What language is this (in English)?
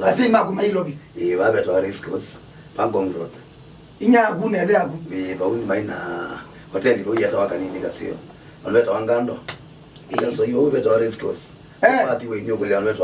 Kamba